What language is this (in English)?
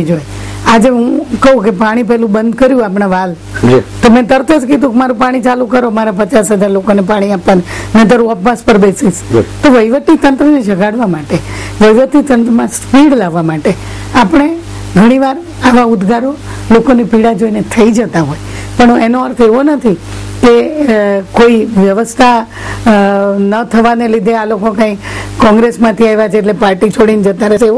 Gujarati